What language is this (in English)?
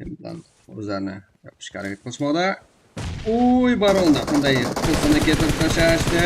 Kara-Kalpak